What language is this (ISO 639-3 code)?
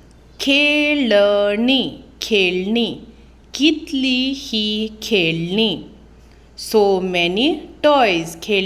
kok